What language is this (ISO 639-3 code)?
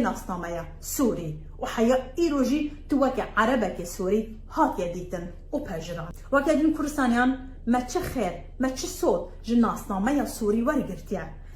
kur